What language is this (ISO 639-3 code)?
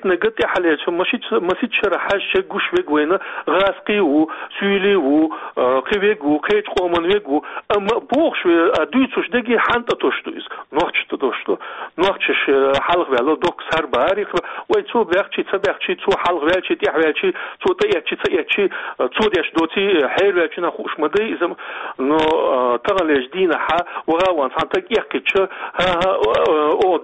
che